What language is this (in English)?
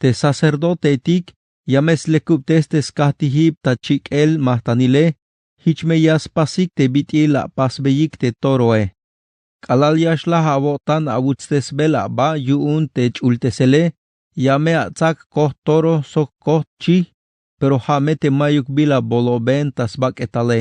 Tzeltal